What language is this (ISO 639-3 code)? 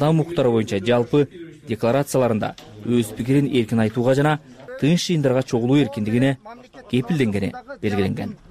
kir